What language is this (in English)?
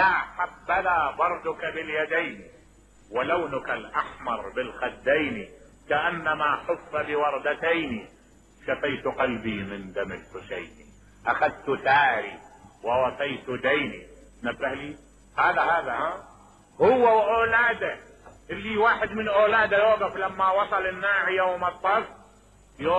Mesopotamian Arabic